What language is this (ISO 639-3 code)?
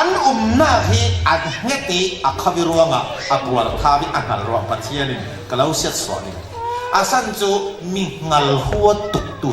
cfm